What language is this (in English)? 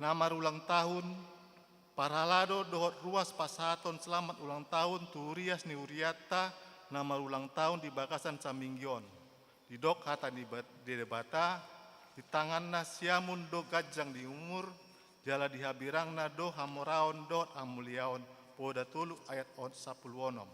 Batak Toba